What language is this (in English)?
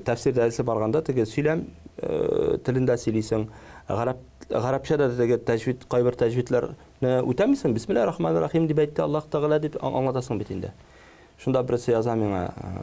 Tatar